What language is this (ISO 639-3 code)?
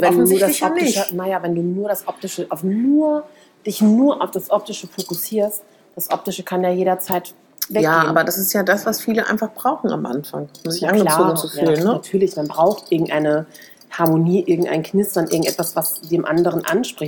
deu